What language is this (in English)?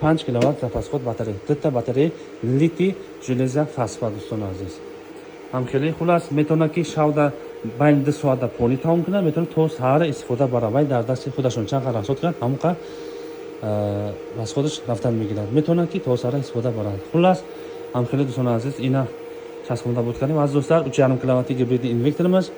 Tajik